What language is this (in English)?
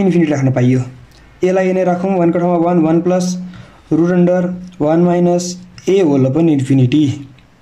Nepali